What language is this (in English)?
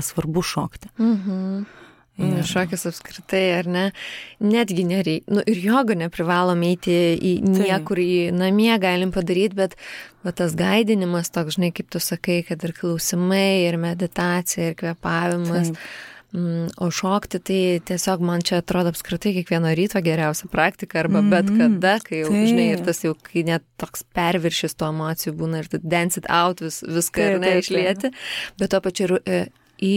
Lithuanian